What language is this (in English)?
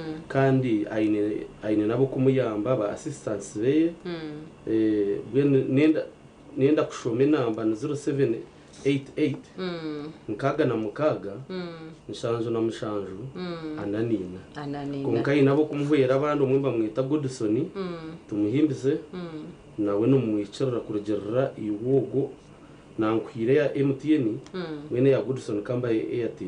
Nyankole